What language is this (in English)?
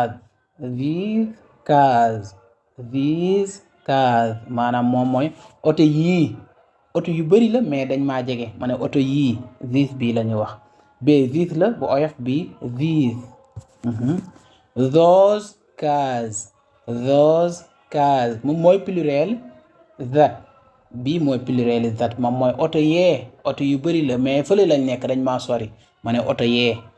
Wolof